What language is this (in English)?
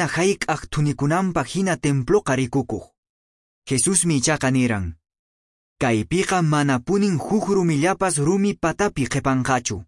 Quechua